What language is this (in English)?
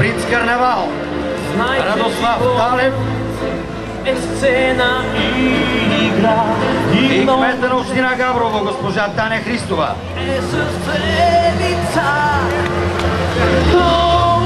Bulgarian